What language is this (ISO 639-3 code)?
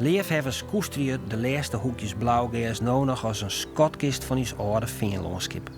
fry